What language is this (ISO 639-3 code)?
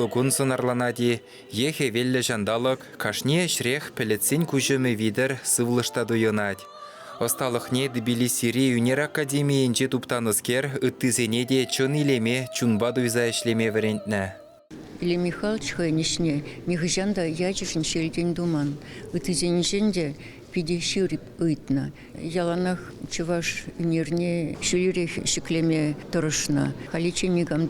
chv